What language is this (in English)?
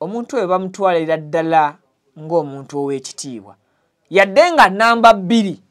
Ganda